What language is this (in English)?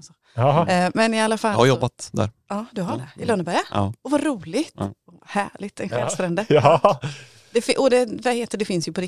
Swedish